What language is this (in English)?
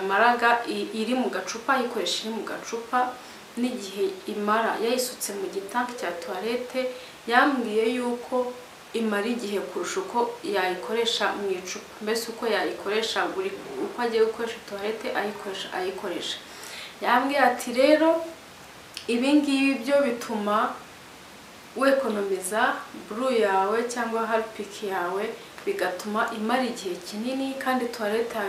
Kinyarwanda